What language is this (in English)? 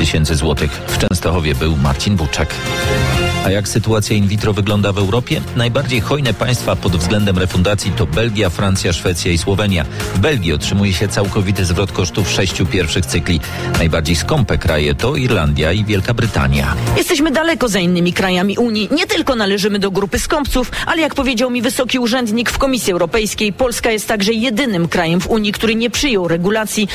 Polish